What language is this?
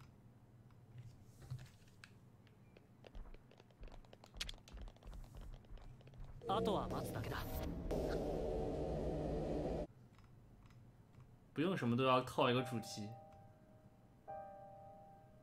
Japanese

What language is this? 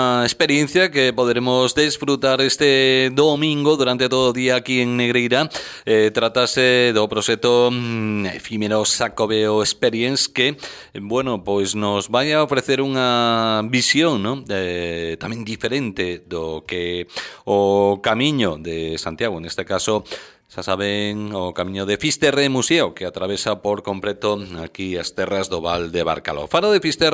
Galician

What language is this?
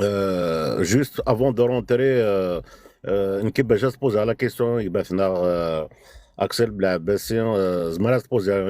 Kabyle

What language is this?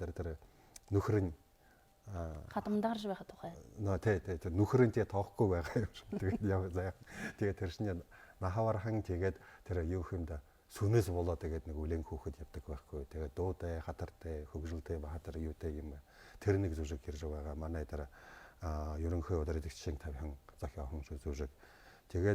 Buriat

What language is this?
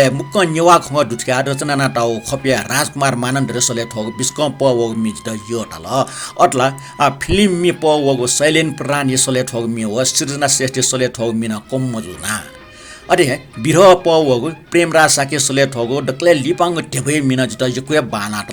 Newari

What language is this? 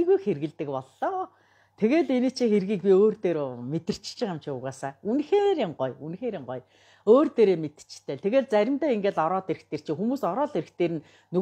Mongolian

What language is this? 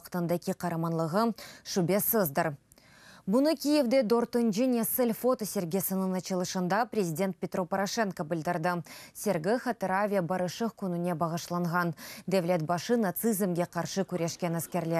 Crimean Tatar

